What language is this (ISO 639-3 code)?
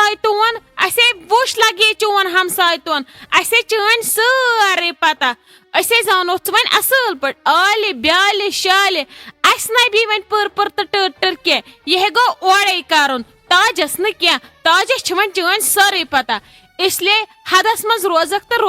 kas